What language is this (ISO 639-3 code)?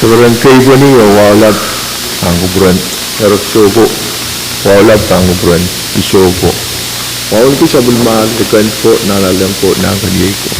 pon